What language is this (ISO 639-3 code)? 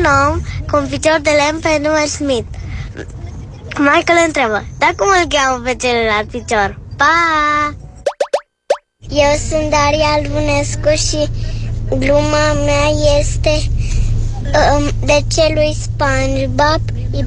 ron